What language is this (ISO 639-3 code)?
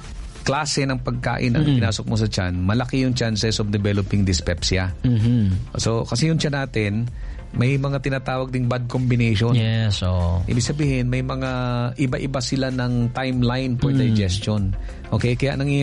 fil